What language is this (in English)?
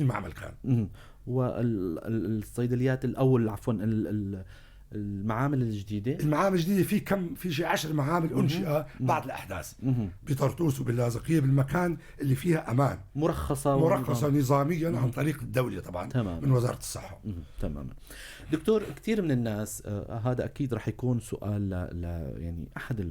North Levantine Arabic